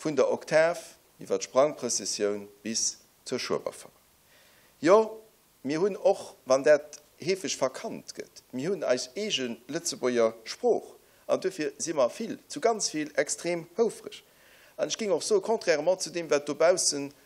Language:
Luxembourgish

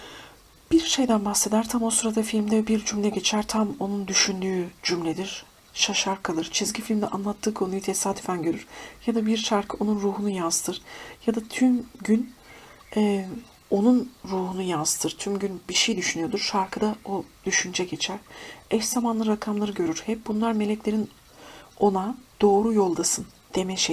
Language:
Turkish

